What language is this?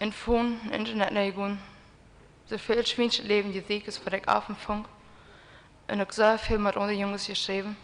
Plautdietsch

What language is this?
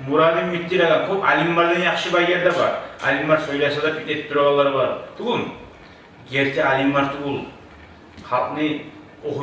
Kumyk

